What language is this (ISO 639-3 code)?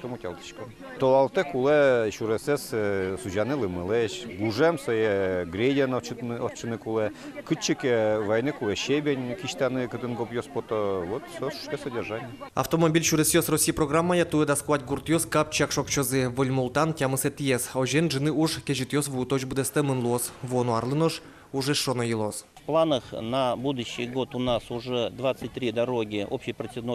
udm